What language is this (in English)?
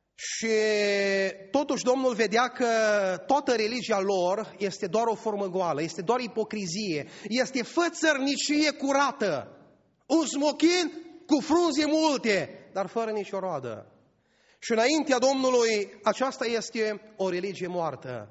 Romanian